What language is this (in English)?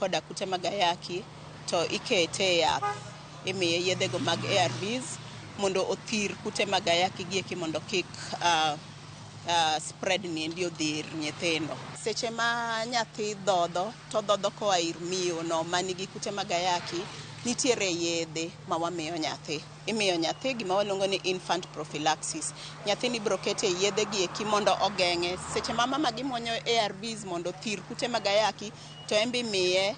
Luo (Kenya and Tanzania)